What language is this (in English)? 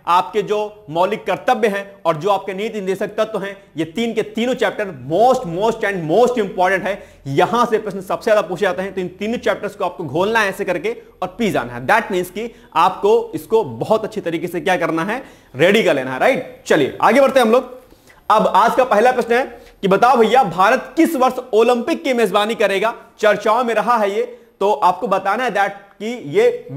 Hindi